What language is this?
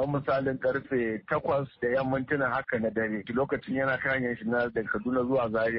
Hausa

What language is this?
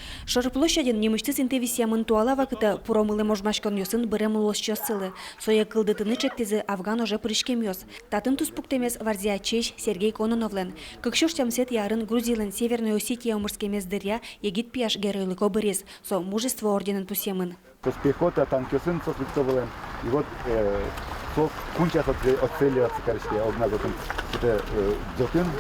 Udmurt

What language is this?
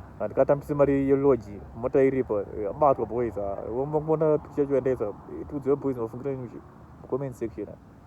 Shona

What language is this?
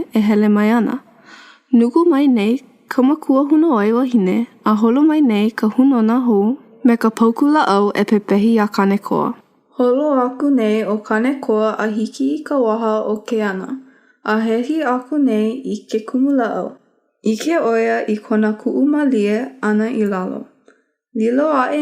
Hawaiian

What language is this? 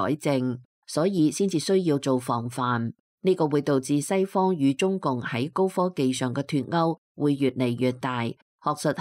Cantonese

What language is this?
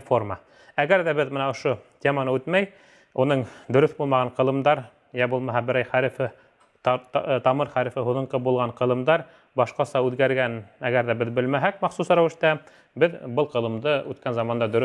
Bashkir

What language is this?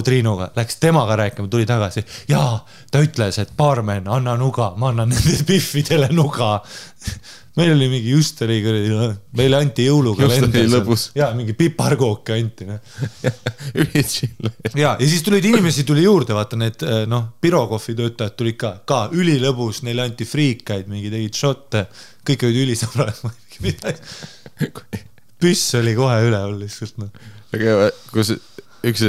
Estonian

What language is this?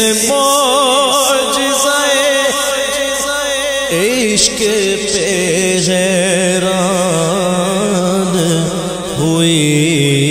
Urdu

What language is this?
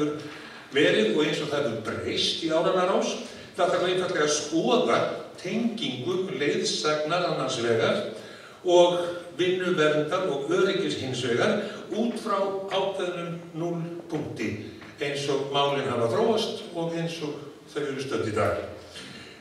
Icelandic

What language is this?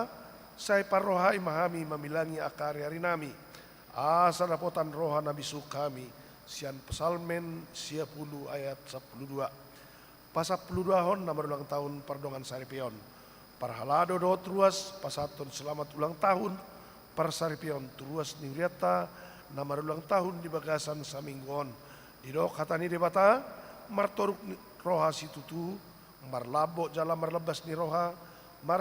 Batak Toba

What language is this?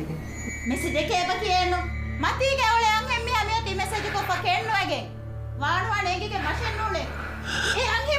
Divehi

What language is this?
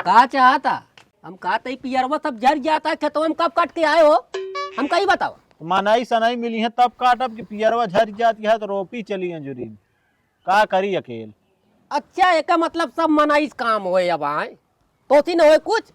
Awadhi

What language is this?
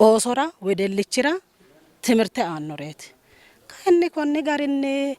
Sidamo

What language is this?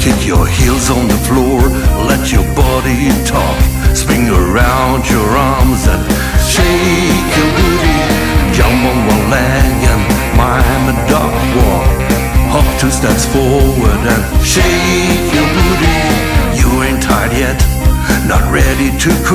English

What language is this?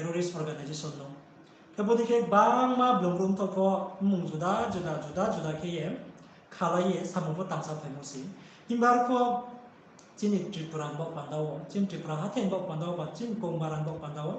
Riang (India)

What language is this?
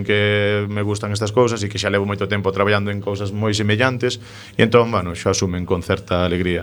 Galician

